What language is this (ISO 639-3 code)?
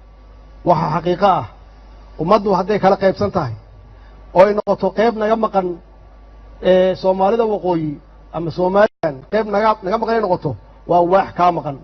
som